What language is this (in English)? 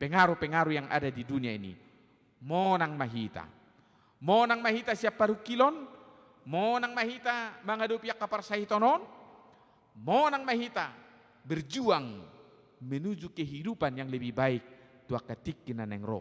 Batak Toba